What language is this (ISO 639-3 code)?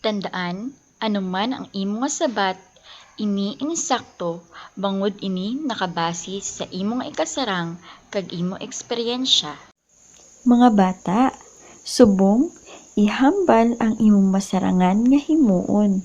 hil